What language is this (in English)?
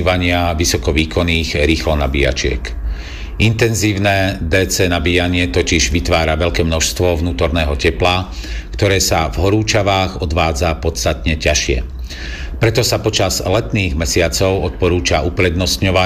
Slovak